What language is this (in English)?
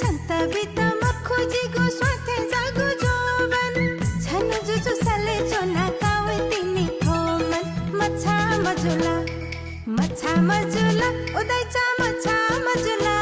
Newari